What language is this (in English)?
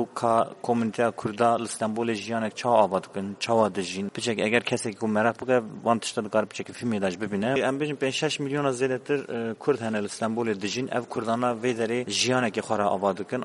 Kurdish